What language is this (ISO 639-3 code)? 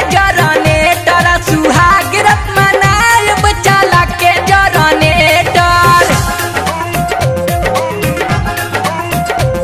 bho